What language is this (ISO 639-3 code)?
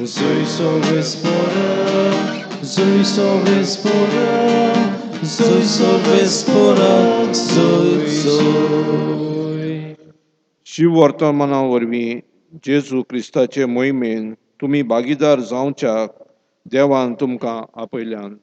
kok